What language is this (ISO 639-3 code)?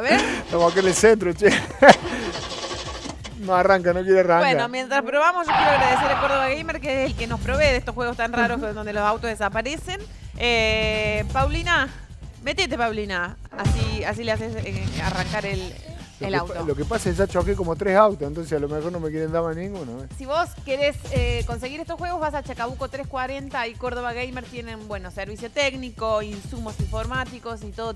spa